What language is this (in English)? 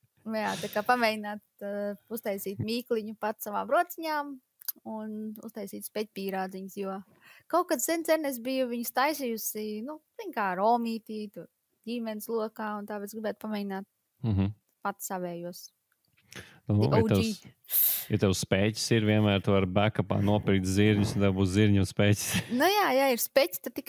Latvian